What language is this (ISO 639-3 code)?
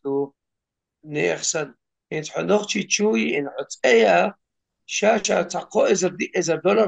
che